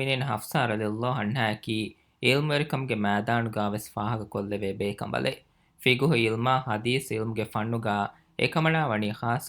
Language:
Divehi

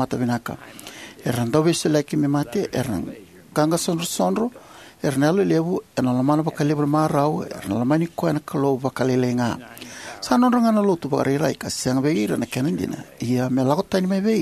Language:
Fijian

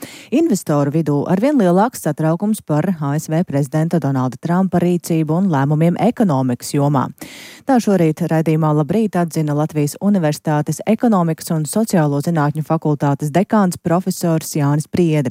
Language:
Latvian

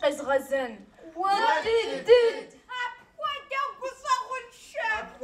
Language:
Kabardian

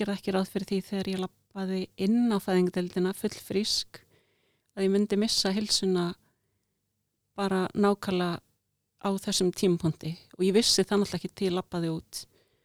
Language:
Icelandic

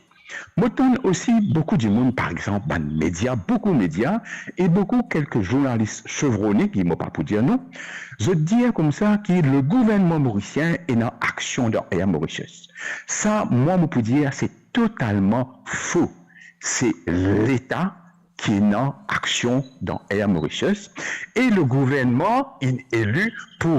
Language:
Morisyen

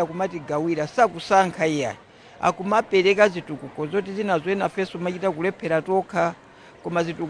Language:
Nyanja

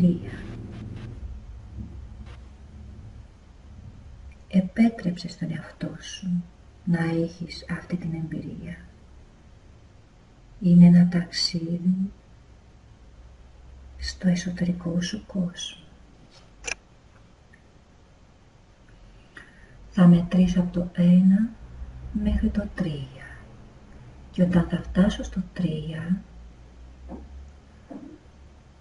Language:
Greek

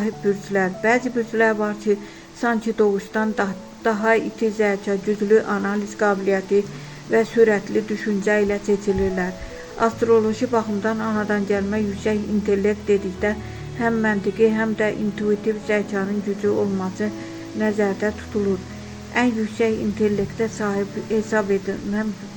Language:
Azerbaijani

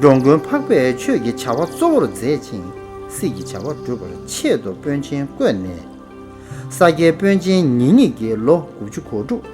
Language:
Tibetan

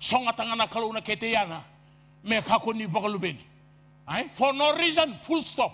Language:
Fijian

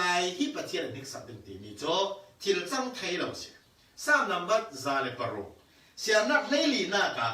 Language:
Falam Chin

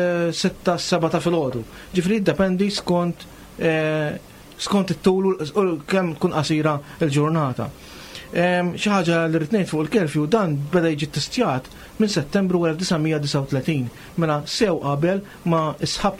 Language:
Maltese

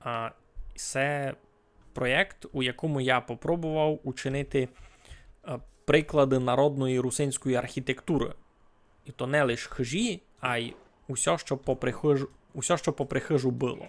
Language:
Rusyn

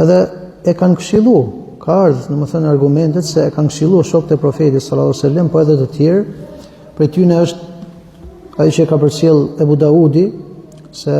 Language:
Albanian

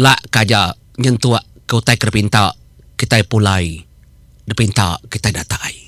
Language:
Iban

